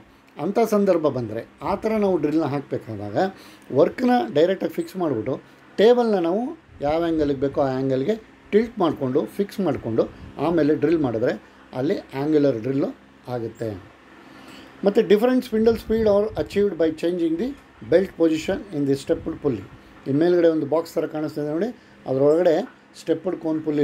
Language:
Kannada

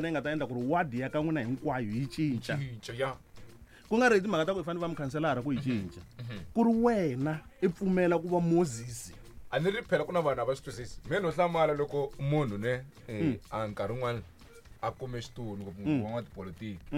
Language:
Tsonga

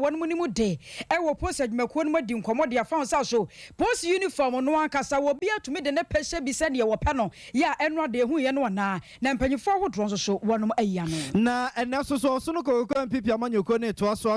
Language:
Akan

